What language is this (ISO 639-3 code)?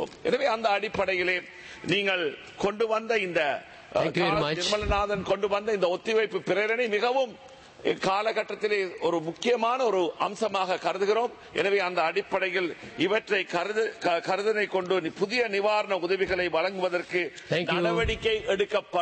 tam